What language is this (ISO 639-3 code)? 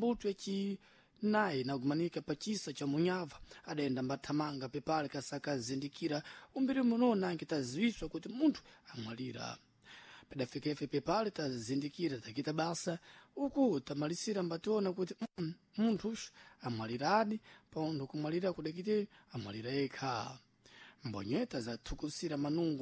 seh